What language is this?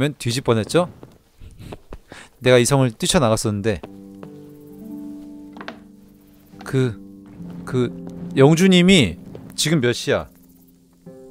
Korean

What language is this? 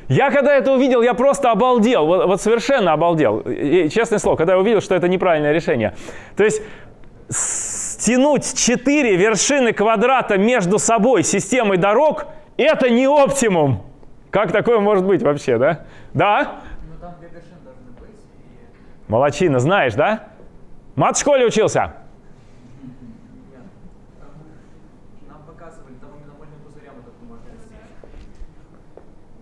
Russian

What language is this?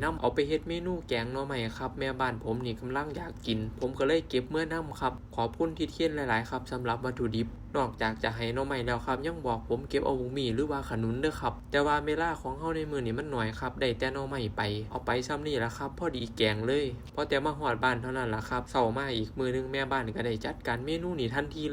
Northeastern Thai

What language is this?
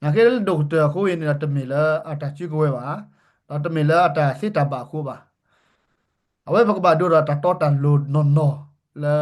S'gaw Karen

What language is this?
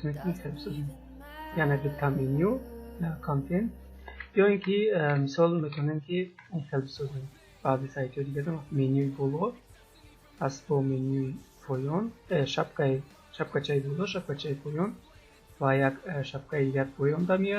Tajik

